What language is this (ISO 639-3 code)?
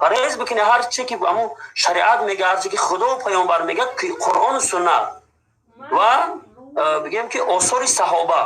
tgk